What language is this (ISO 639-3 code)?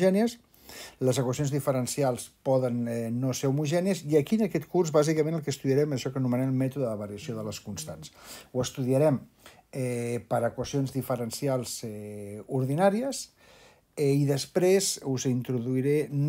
cat